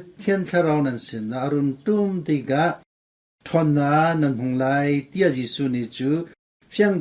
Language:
Hakha Chin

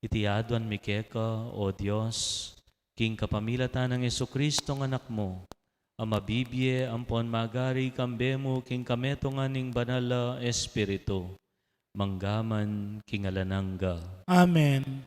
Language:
Pampanga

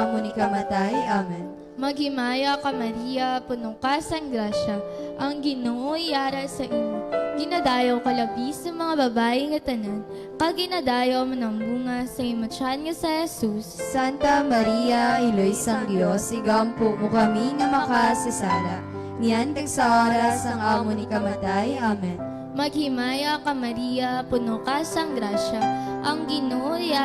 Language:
Hiligaynon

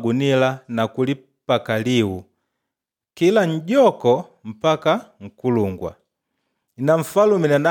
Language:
Makonde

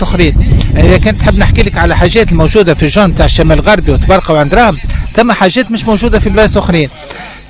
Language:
Tunisian Arabic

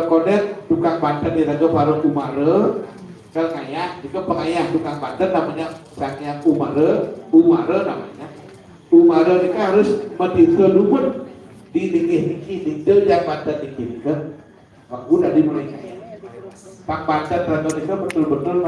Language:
Balinese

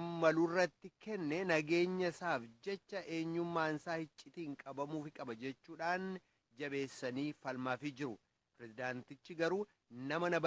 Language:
Oromo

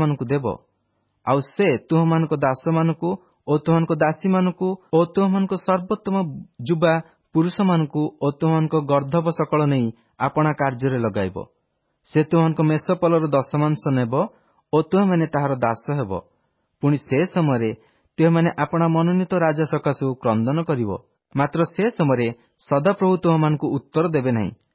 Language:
Odia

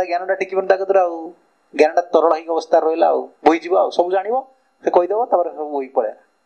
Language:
Odia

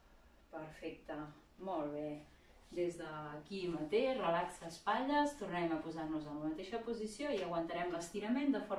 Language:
Catalan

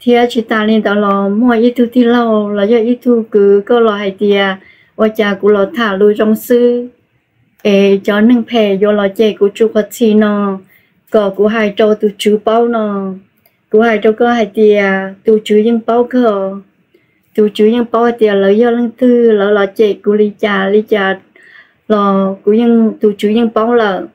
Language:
Hmong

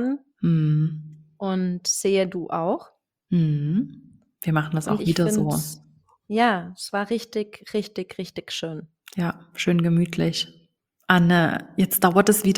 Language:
German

